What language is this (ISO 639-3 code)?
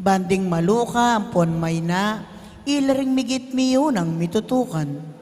pam